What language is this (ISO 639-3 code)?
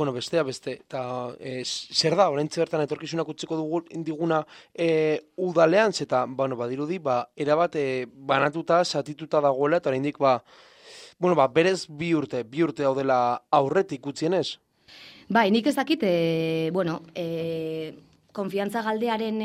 eus